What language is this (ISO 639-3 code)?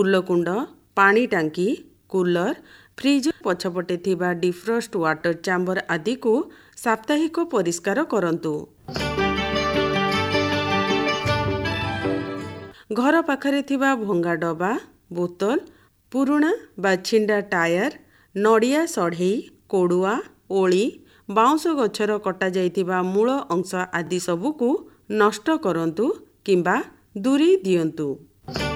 ori